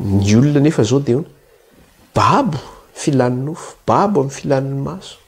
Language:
Malagasy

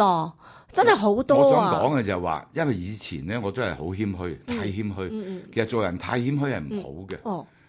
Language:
Cantonese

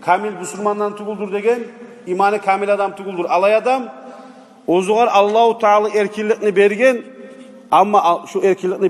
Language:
Kumyk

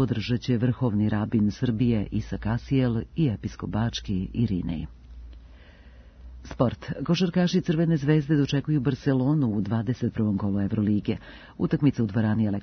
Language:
Serbian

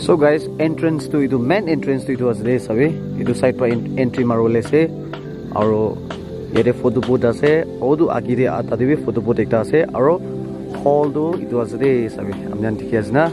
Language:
Naga Pidgin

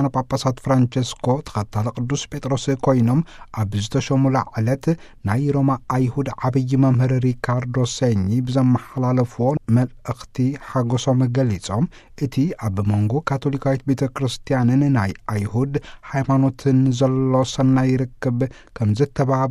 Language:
Tigrinya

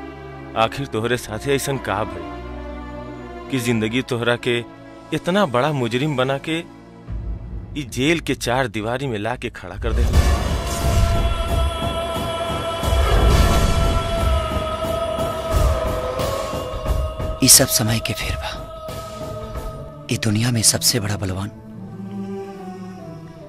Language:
Bhojpuri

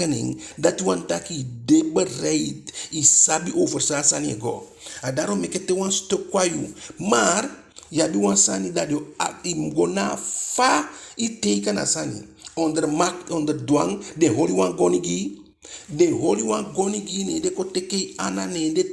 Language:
Eastern Maroon Creole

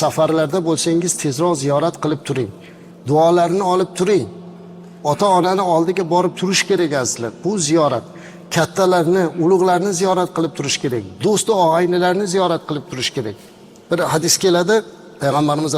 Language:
Uzbek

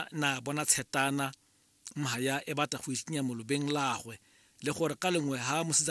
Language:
Tswana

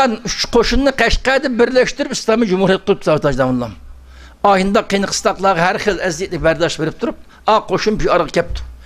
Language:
Uyghur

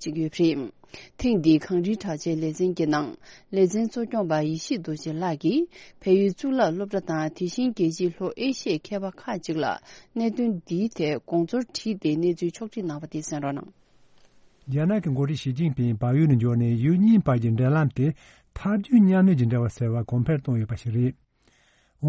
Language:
Tibetan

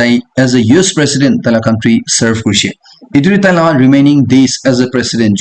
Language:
Naga Pidgin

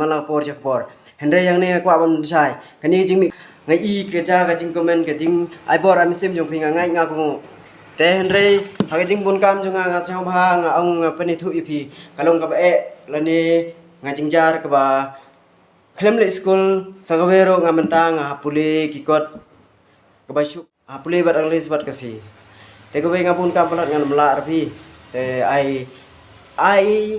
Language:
Khasi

